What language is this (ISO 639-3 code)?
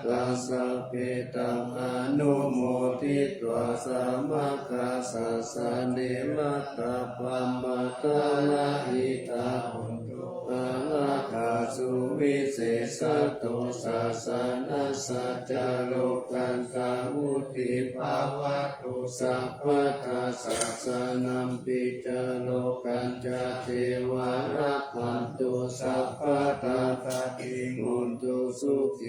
pli